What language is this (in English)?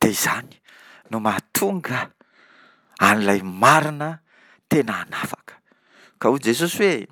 Malagasy